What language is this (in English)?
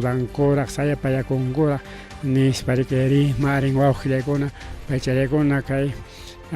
Ayacucho Quechua